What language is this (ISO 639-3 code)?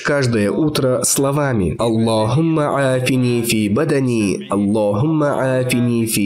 rus